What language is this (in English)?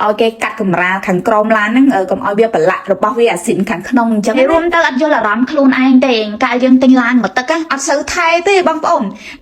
Khmer